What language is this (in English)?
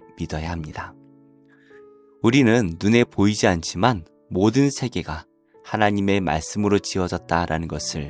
Korean